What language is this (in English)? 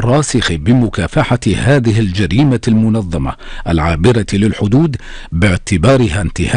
Arabic